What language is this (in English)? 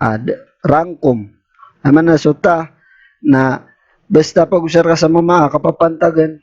Maranao